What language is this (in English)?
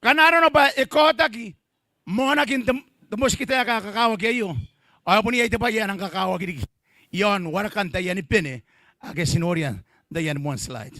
Gilbertese